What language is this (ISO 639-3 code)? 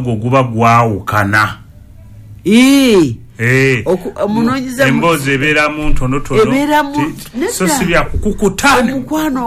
lug